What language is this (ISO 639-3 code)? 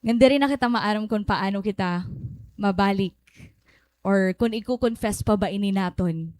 war